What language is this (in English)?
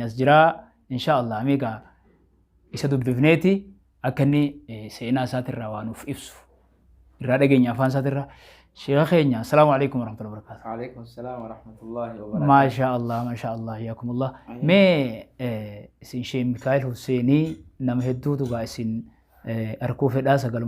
Oromo